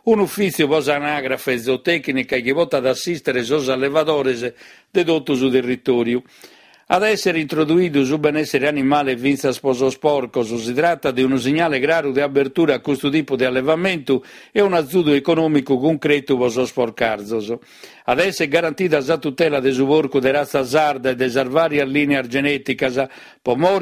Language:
Sardinian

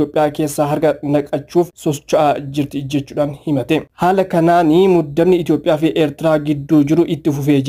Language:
Oromo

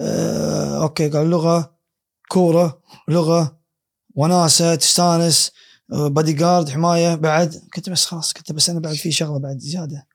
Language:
Gulf Arabic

